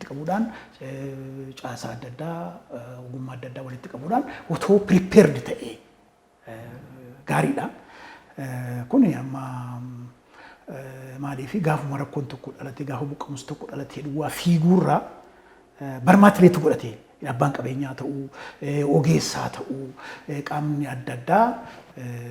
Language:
Oromo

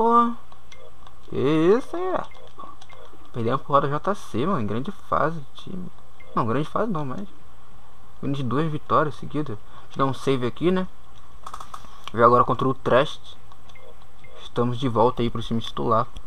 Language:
Portuguese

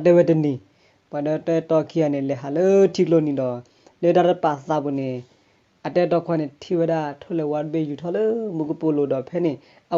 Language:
S'gaw Karen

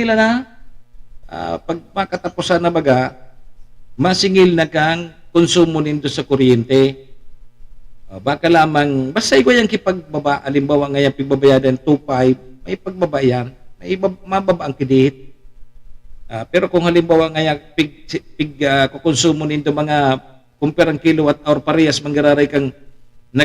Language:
Bikol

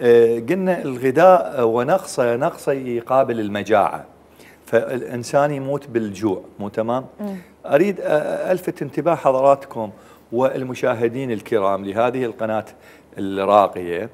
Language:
Mesopotamian Arabic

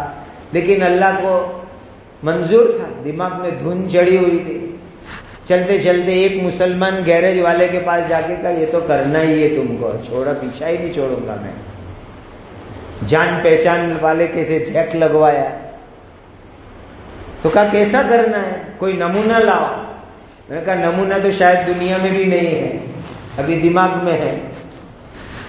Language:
Urdu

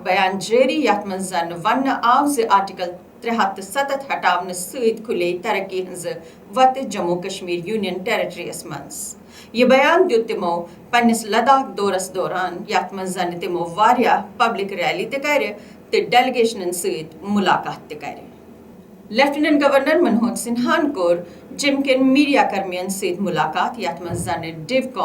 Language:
Kashmiri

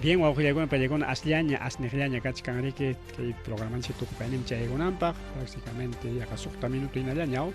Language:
Ayacucho Quechua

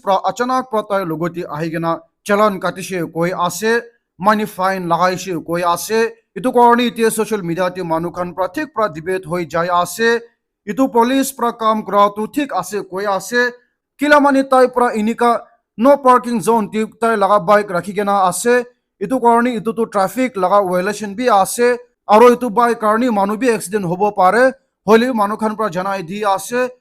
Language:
Naga Pidgin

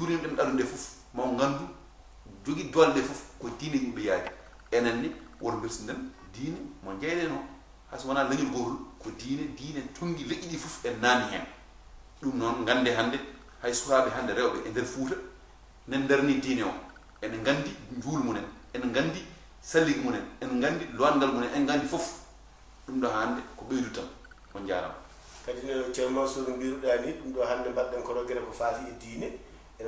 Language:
Fula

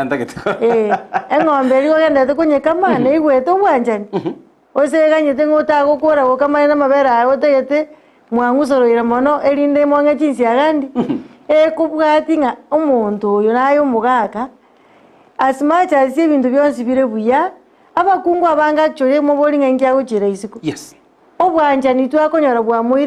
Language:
Gusii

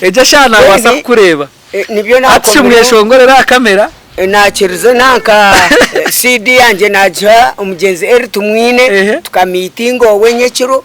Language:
Nyankole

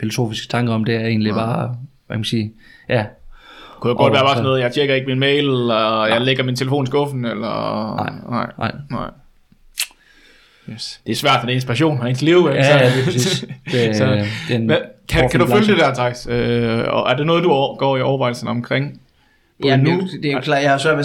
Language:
Danish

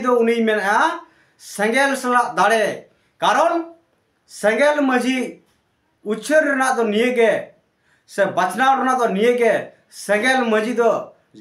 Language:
Santali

